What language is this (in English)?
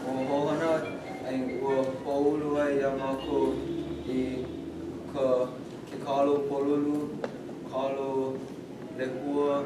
Hawaiian